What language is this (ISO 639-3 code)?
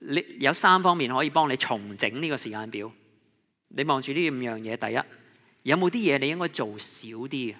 yue